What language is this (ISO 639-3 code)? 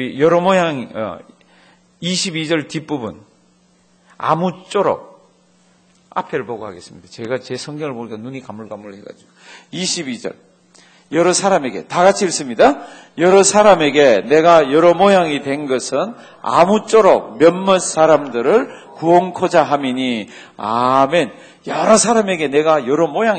kor